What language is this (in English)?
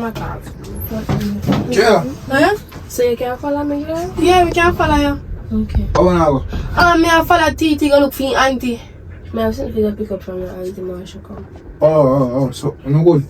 Jamaican Creole English